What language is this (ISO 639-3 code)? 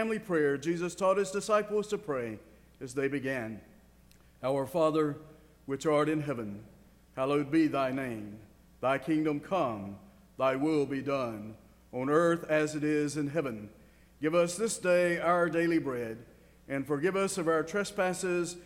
eng